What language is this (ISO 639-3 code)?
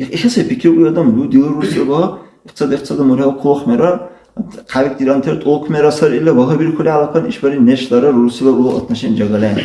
dar